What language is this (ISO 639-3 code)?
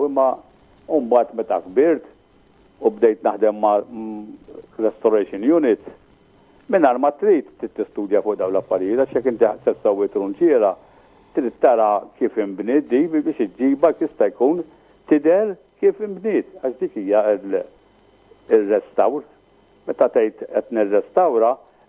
mlt